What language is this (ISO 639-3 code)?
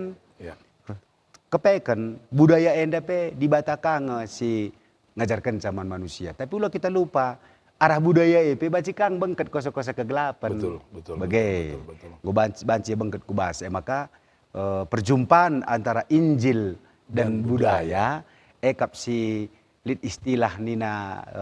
btx